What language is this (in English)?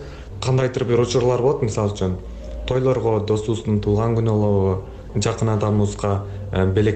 Kyrgyz